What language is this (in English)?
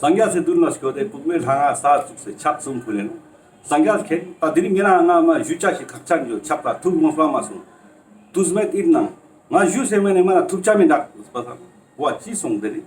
Ladakhi